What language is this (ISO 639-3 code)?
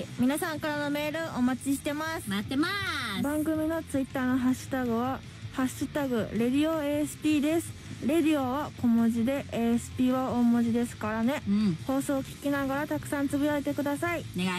jpn